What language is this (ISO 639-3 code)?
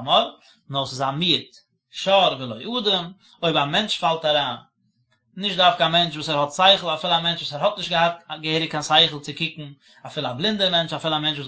yid